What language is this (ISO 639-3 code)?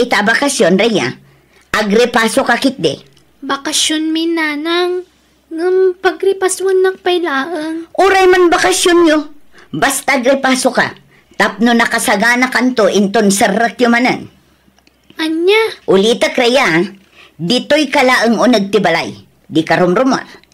ilo